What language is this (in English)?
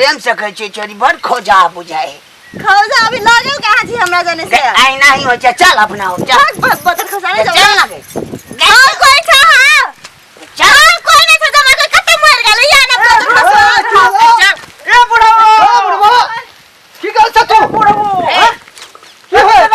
Maithili